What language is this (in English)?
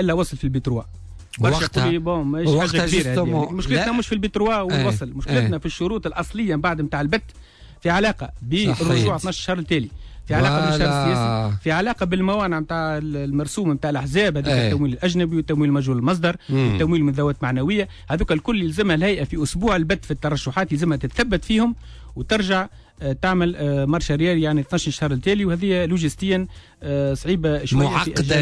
Tunisian Arabic